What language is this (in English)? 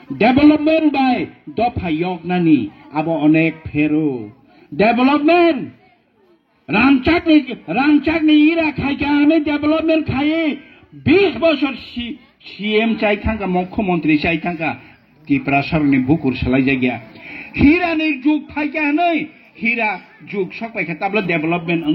Kok Borok